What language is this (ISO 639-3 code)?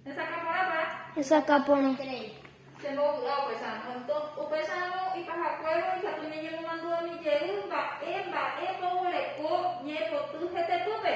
grn